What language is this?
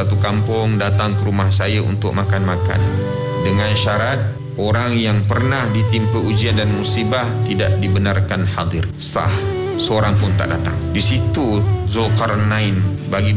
Malay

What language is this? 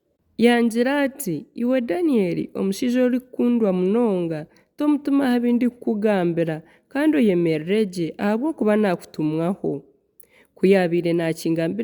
Nyankole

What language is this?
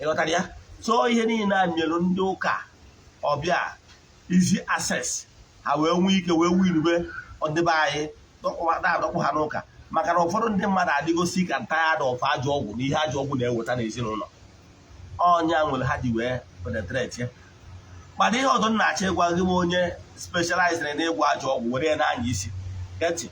Igbo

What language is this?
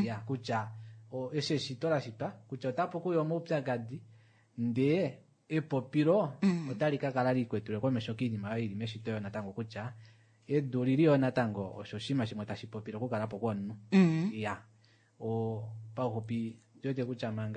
Kuanyama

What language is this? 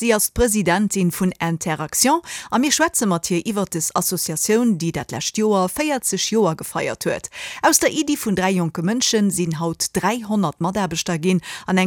Luxembourgish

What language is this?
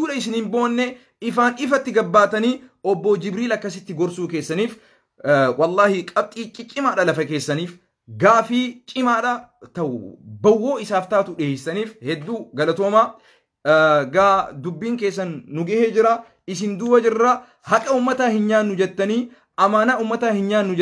Oromo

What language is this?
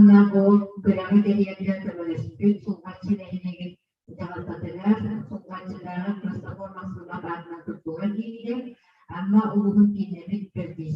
Yakut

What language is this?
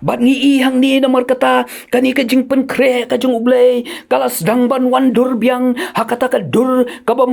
Khasi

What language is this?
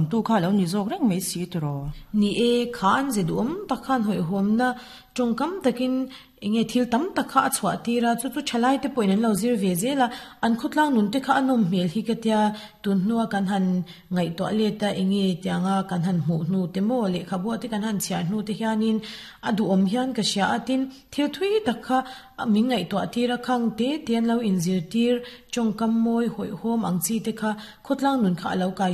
Mizo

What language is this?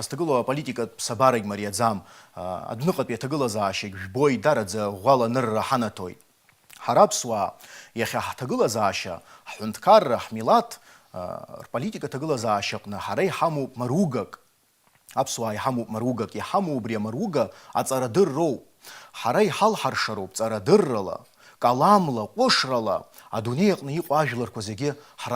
Abkhazian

